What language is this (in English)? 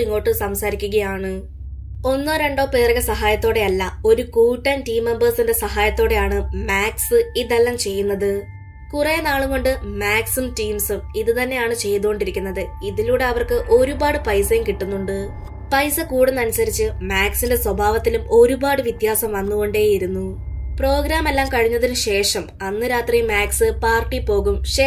Malayalam